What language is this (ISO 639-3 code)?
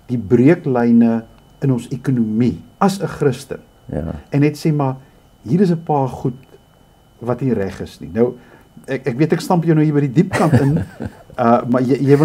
afr